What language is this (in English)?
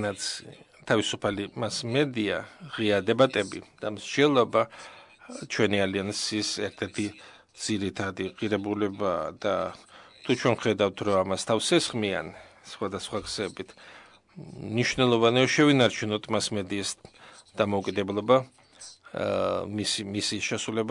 Georgian